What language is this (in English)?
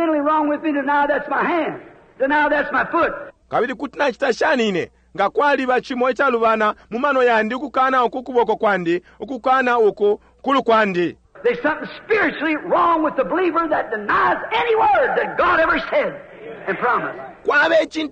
Bemba